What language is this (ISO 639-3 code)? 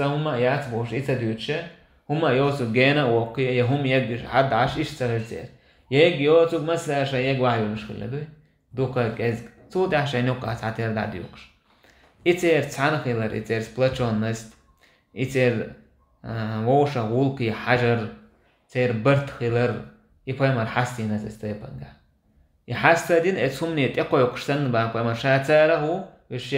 che